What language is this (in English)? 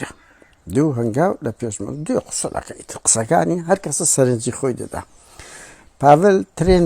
Central Kurdish